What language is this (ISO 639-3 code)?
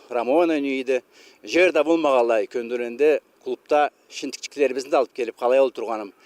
krc